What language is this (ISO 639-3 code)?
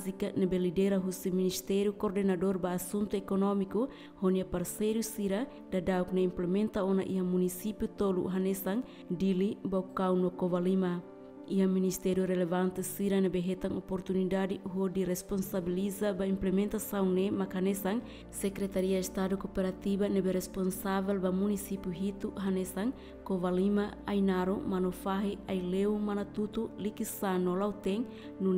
tet